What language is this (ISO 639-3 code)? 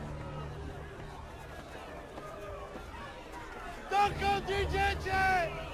pol